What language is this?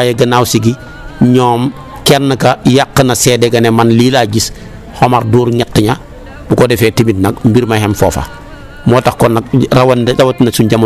Wolof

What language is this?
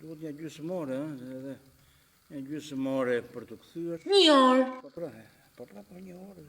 Albanian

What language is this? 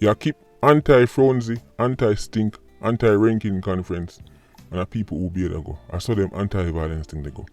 Jamaican Creole English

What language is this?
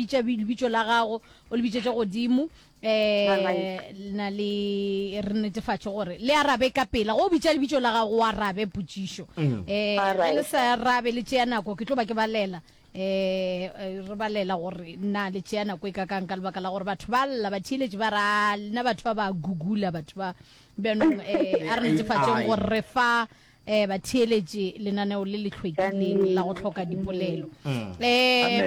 Northern Sotho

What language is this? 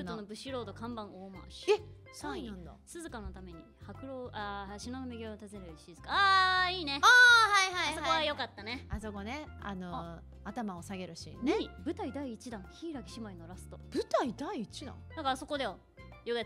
Japanese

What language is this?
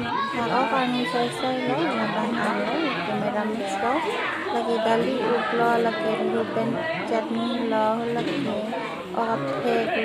Karbi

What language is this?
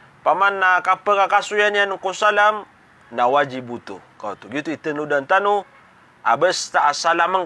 Maranao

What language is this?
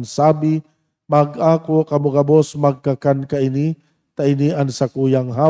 Bikol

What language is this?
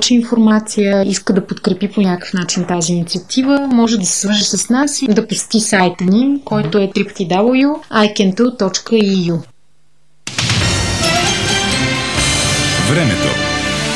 Bulgarian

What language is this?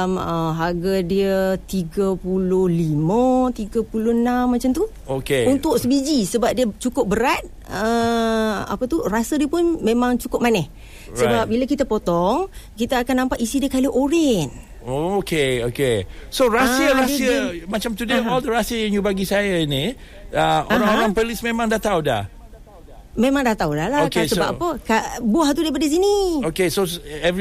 Malay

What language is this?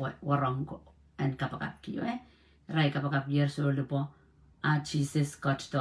Pohnpeian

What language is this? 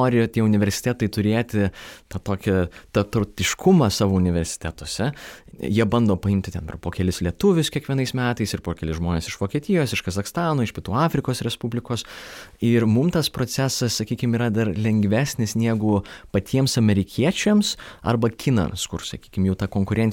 Lithuanian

